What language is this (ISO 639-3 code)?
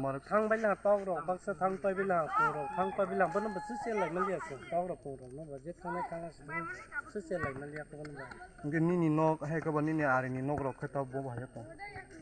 trp